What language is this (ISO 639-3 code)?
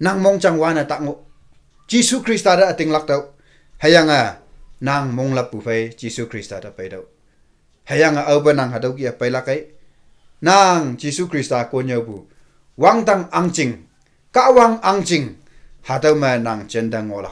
nbe